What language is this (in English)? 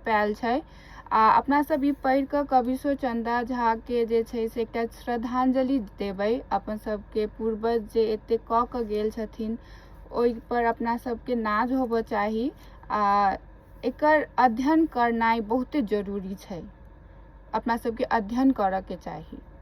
Maithili